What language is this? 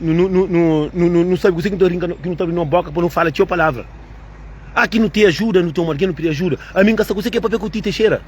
Kabuverdianu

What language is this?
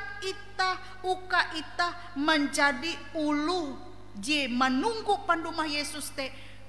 Ngaju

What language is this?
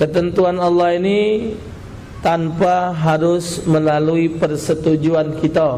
Musi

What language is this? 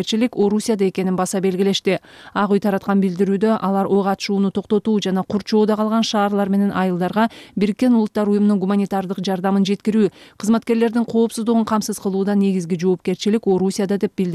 Kyrgyz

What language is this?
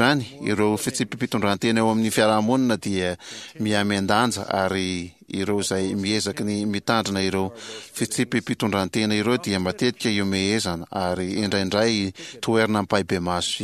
Malagasy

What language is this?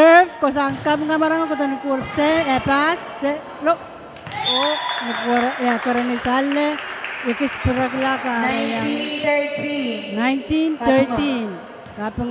Pohnpeian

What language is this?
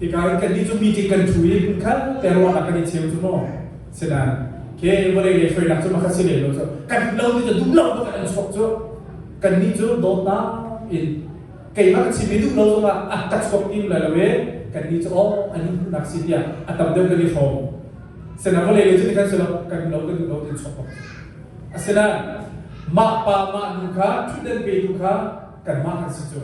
Hakha Chin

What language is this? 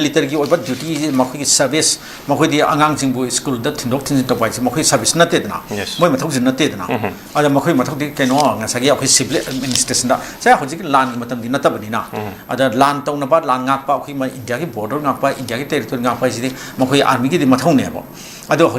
Manipuri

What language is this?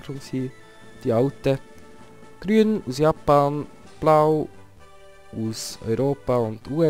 Swiss German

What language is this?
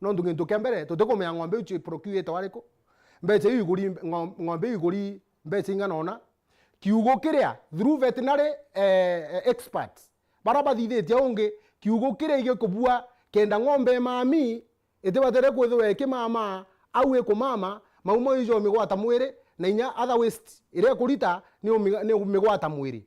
Meru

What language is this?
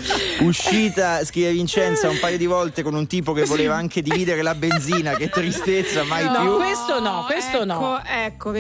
Italian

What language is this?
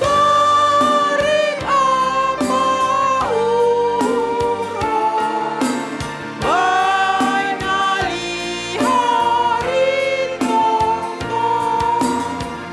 Batak Simalungun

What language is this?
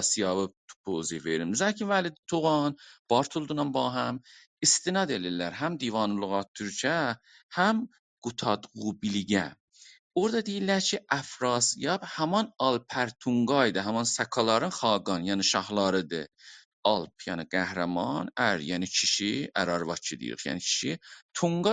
South Azerbaijani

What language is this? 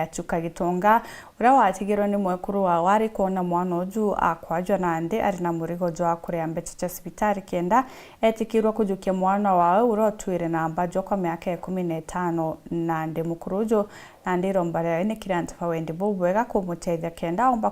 Meru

